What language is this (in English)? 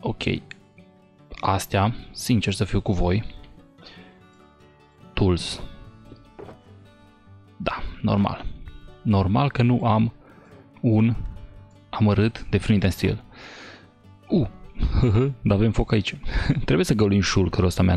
Romanian